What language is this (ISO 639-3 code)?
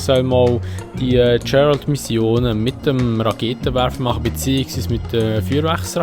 gsw